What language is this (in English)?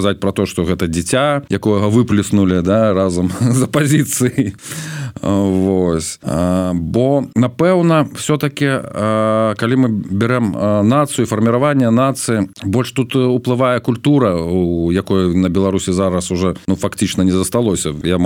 Belarusian